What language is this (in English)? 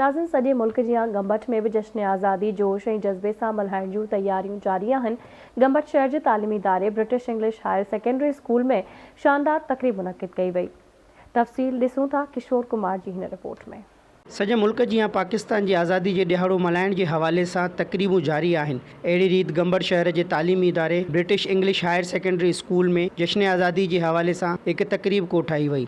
Sindhi